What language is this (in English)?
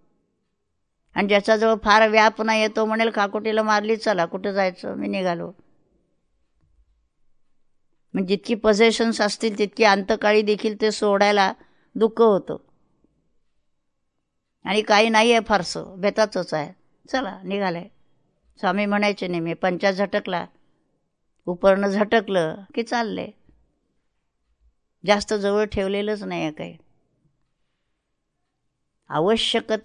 Marathi